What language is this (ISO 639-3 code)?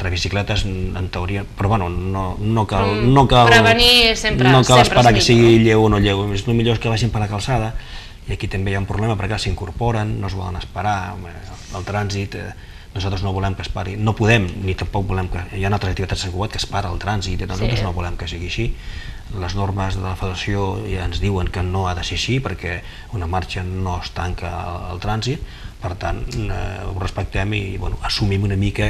cat